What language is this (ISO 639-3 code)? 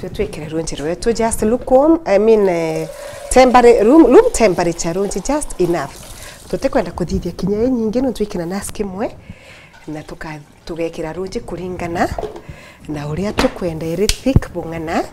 mer